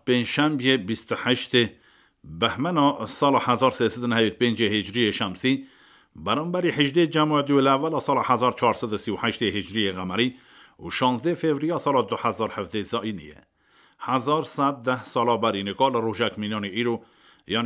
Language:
Kurdish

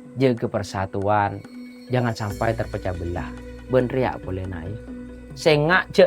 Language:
Madurese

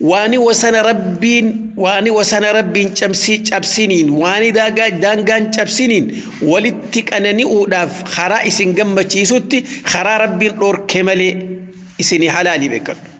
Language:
Oromo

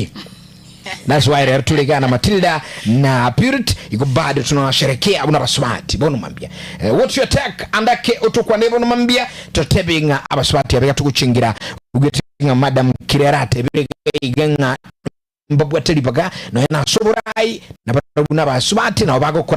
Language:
Gusii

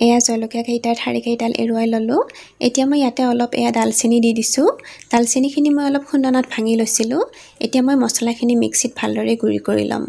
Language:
Assamese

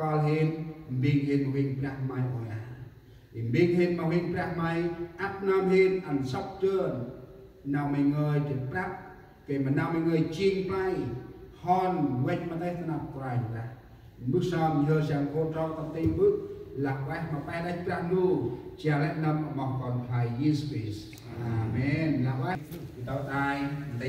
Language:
Central Mnong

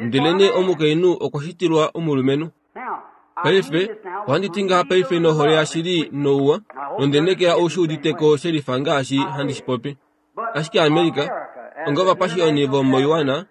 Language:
Kuanyama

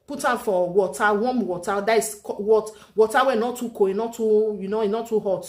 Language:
Nigerian Pidgin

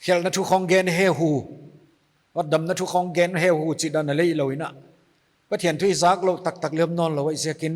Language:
Paite Chin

